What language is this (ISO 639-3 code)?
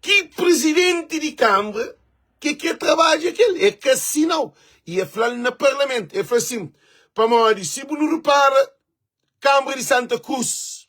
kea